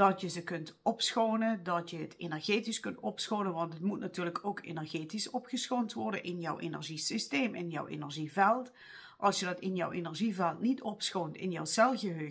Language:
Dutch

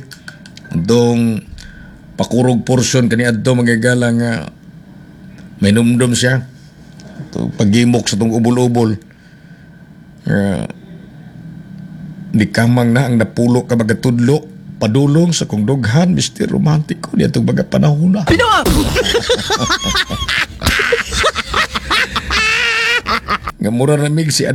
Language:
Cebuano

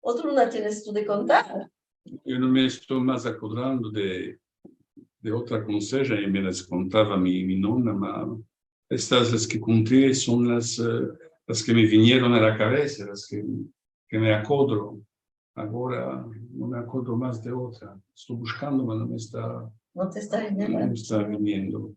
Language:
Ladino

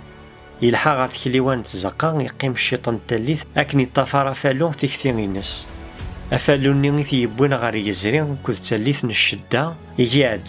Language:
Kabyle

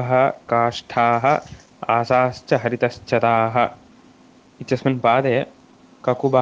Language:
Sanskrit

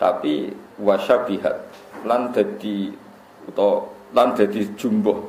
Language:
Javanese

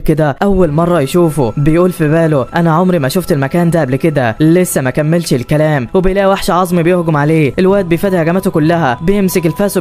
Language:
Egyptian Arabic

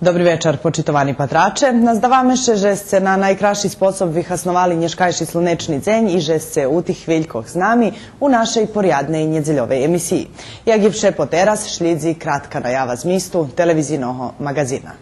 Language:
Rusyn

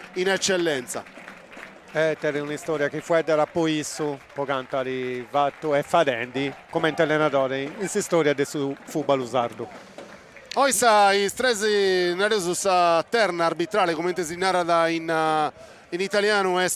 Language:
Sardinian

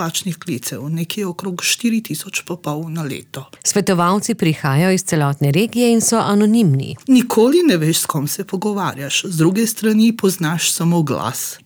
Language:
Slovenian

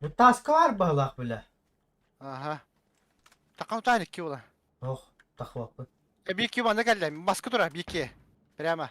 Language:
Yakut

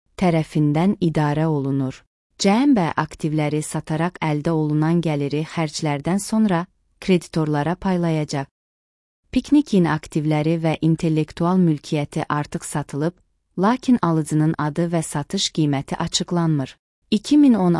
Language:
Azerbaijani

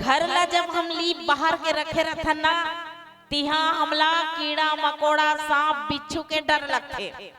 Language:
Chhattisgarhi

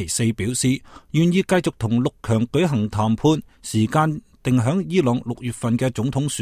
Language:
Cantonese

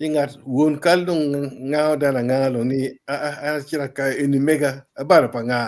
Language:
Acoli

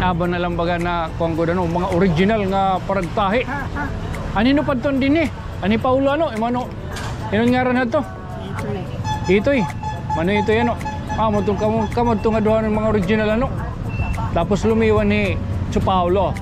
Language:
Waray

